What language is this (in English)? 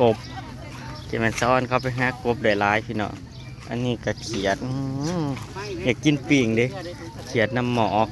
Northeastern Thai